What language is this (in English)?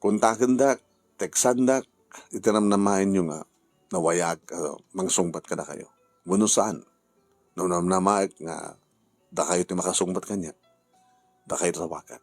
Iloko